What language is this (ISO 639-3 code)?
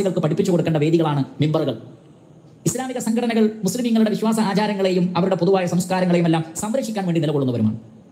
mal